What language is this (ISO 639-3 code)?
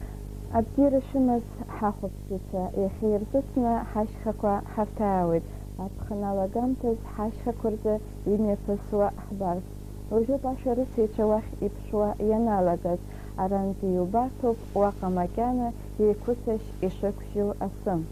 abk